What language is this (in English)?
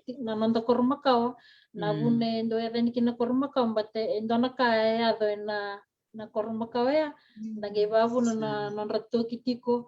Fijian